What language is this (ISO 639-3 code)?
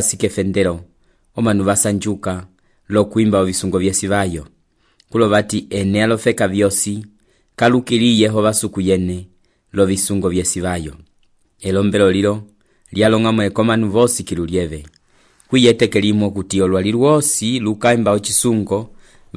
umb